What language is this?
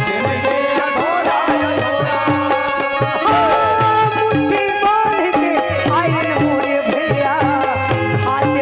Chhattisgarhi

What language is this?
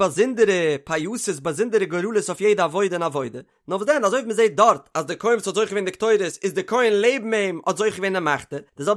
Yiddish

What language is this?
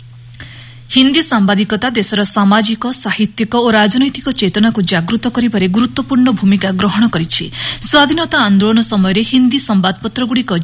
Odia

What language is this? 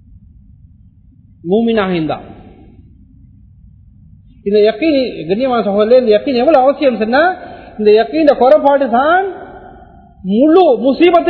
Tamil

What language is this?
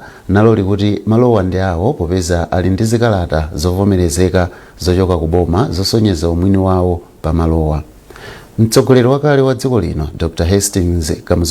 Nyanja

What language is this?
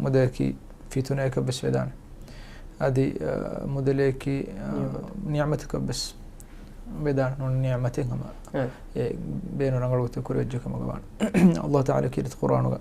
Divehi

